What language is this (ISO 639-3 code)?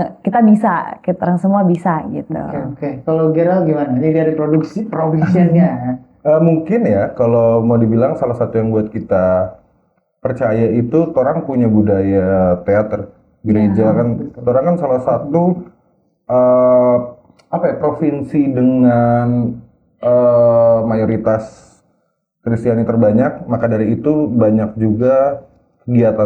xmm